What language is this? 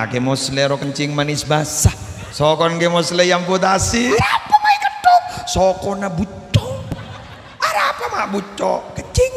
Madurese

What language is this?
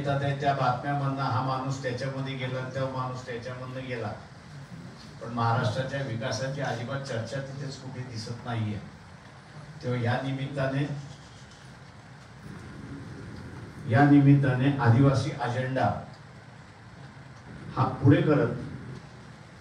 Marathi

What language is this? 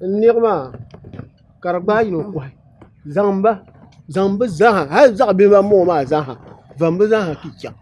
Dagbani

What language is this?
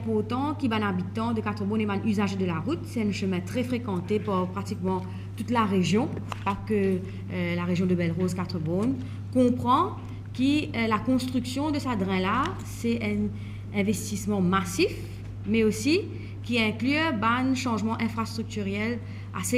Morisyen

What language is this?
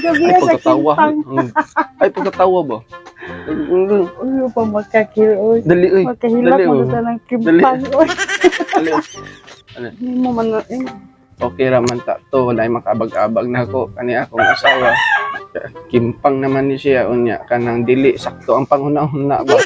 Cebuano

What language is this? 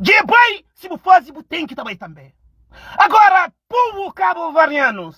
Kabuverdianu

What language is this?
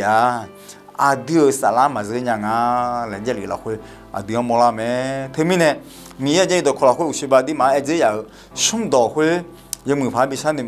Akha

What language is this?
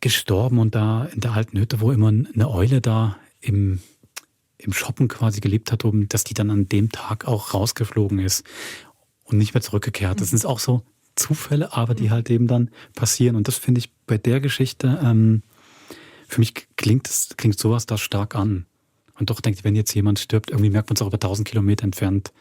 Swiss German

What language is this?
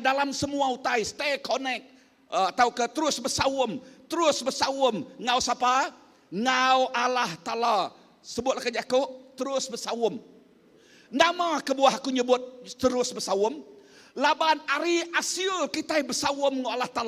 Iban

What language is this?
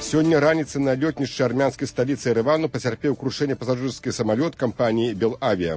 Belarusian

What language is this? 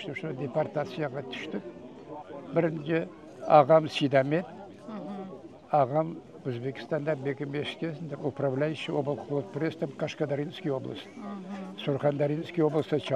Crimean Tatar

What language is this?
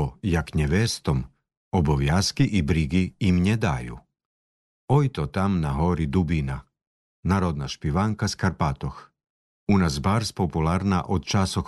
Slovak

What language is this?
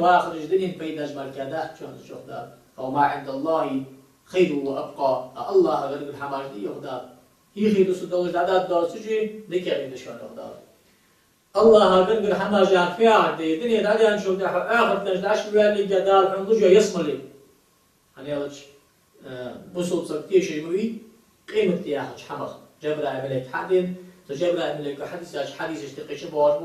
Ingush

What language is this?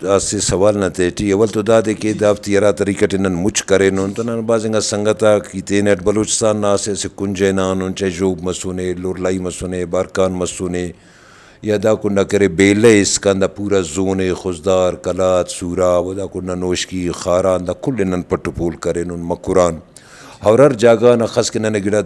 Brahui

